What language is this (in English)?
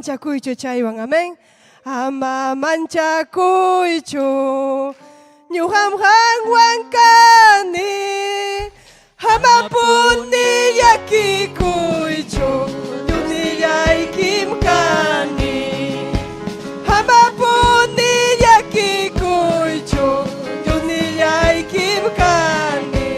Ayacucho Quechua